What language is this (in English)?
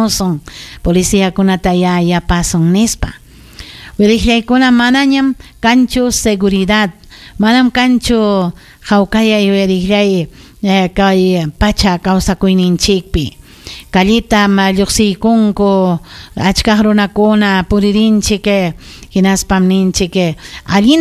Ayacucho Quechua